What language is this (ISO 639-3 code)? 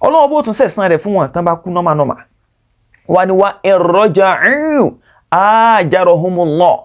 yor